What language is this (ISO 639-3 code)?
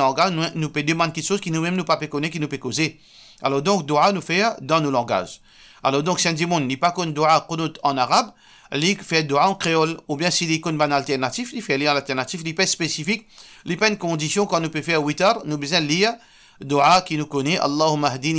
mfe